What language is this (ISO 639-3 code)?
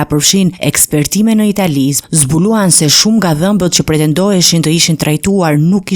sqi